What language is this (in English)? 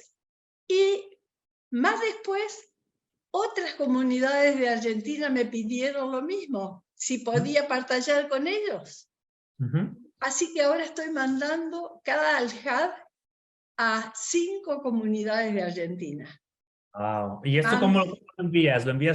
Ladino